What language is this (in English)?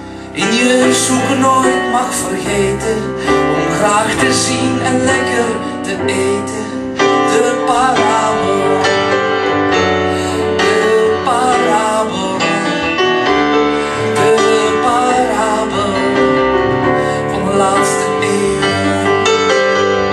Dutch